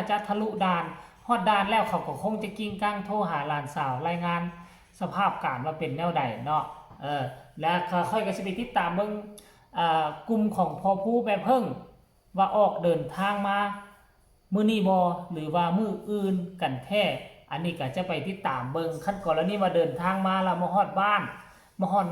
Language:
Northeastern Thai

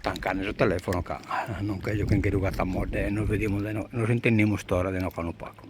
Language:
Sardinian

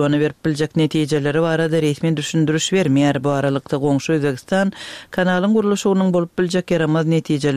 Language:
Turkmen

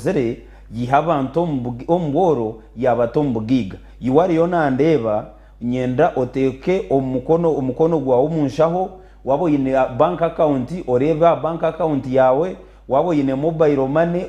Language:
Nyankole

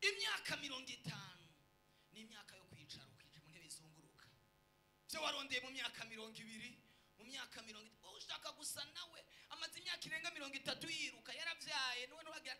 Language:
Rundi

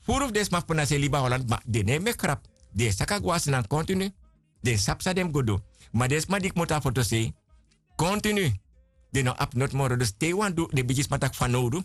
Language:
Sranan Tongo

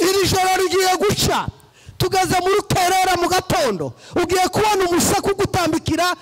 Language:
Kinyarwanda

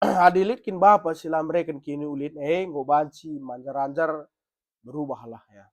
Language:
Batak Karo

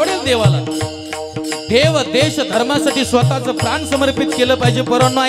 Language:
Marathi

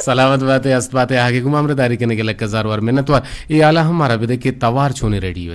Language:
Eastern Balochi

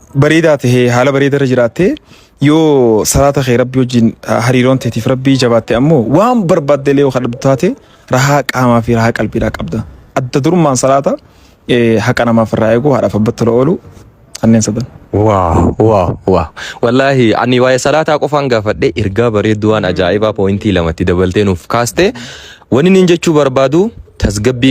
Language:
Oromo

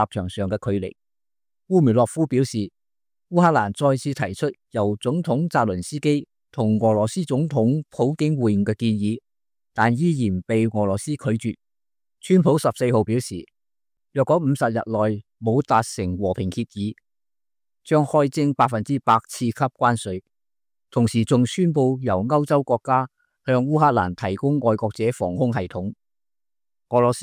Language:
Cantonese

